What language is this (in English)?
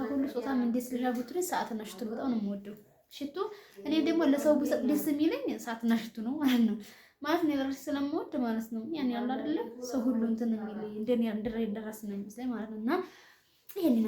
Amharic